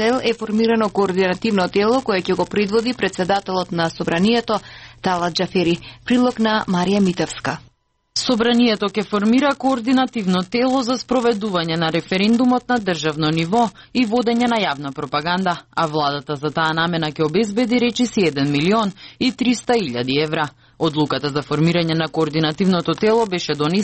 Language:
Macedonian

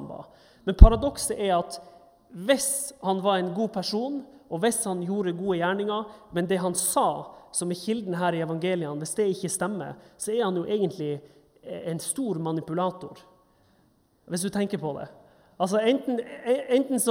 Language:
Norwegian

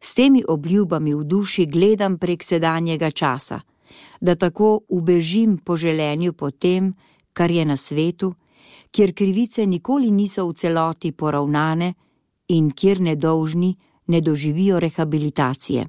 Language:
Slovenian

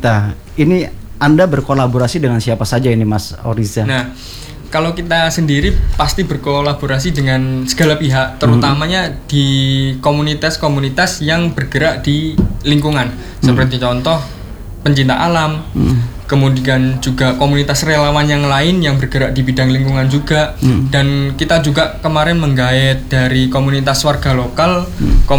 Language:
Indonesian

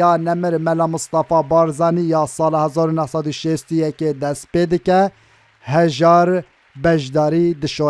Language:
Kurdish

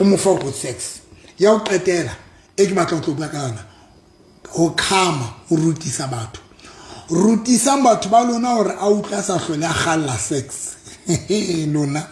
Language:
Southern Sotho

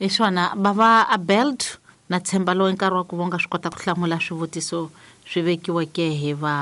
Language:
Tsonga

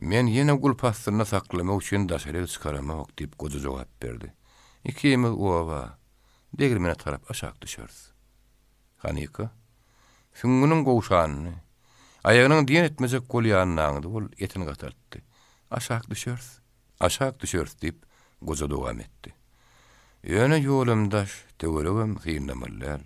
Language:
Turkmen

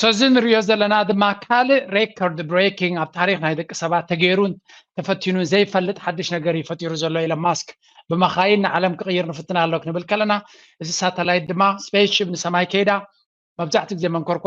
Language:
Tigrinya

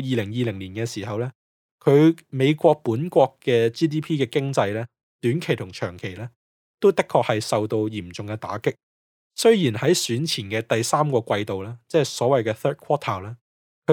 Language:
Cantonese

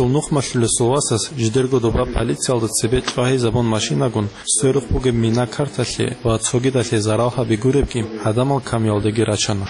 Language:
Avaric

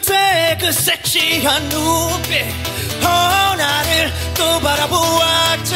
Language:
Korean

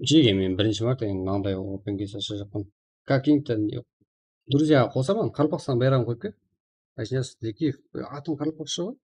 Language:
Kara-Kalpak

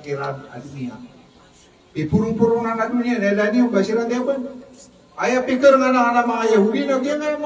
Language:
Maranao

